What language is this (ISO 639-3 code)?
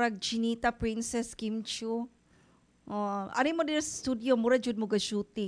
ceb